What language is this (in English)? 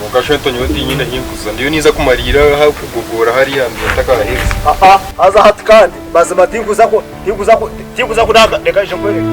Nyankole